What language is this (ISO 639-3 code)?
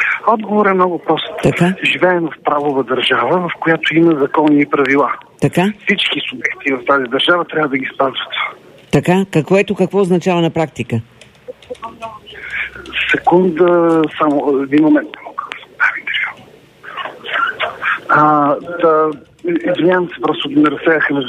bul